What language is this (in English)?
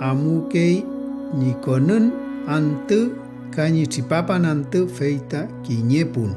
Mapuche